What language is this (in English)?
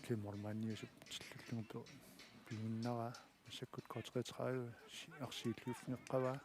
Kalaallisut